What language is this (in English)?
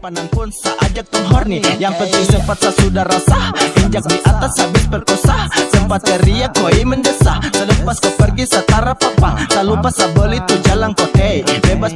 Manado Malay